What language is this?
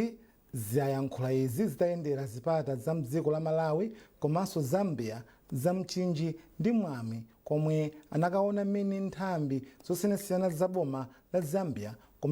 Nyanja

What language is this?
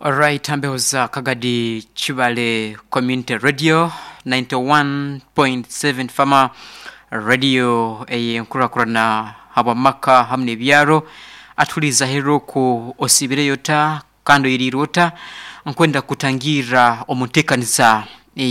Nyankole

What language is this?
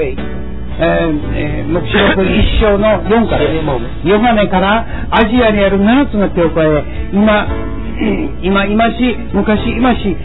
Japanese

